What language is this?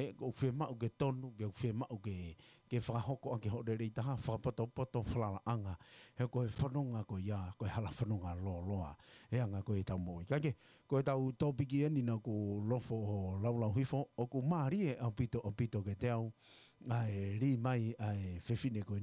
Tongan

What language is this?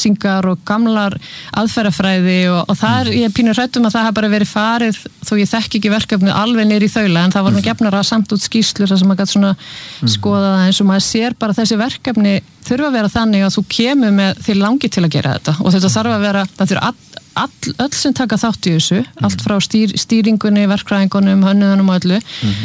Icelandic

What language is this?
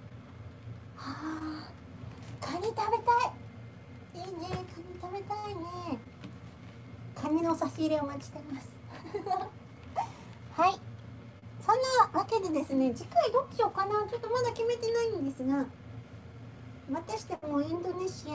Japanese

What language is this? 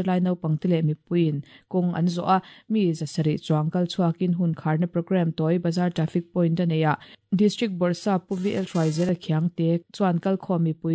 Mizo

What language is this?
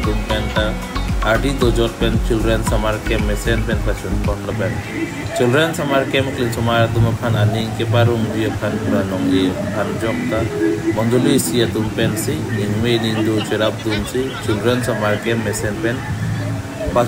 Karbi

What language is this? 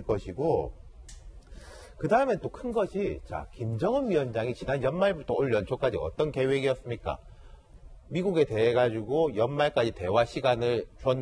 Korean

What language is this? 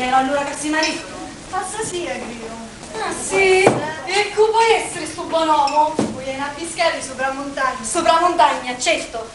Sicilian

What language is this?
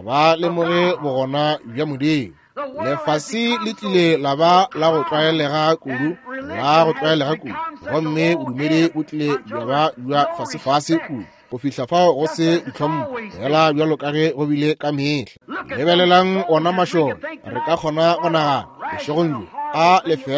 Northern Sotho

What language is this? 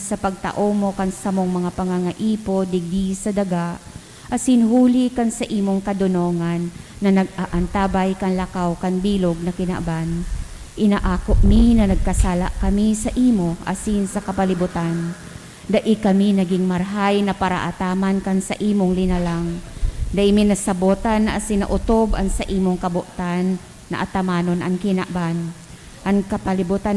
Bikol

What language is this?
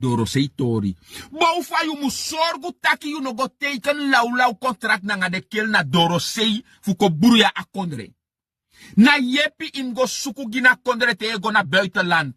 Sranan Tongo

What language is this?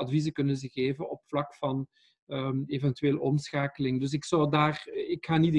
Dutch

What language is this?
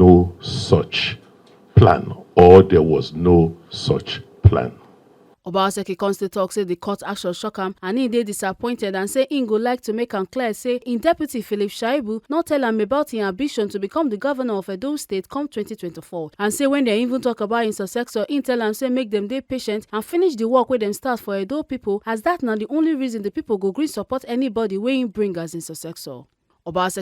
Nigerian Pidgin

